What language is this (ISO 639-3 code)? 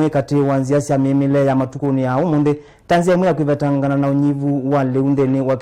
kam